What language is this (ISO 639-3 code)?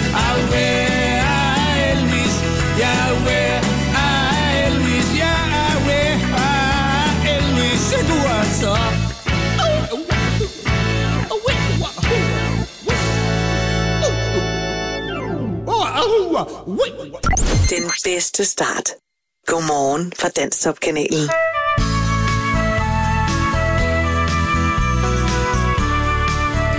dan